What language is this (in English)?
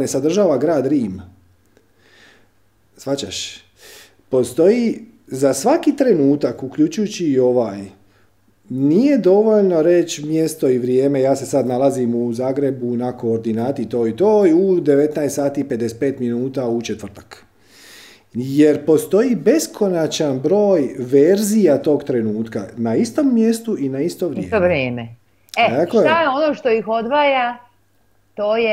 Croatian